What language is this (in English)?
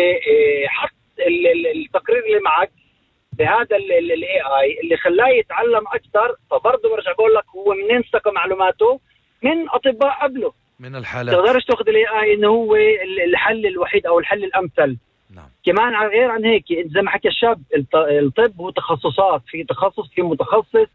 North Levantine Arabic